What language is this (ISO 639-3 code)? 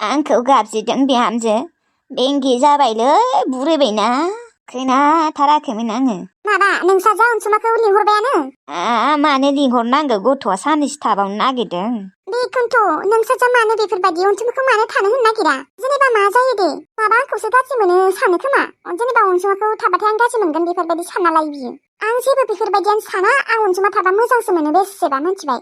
brx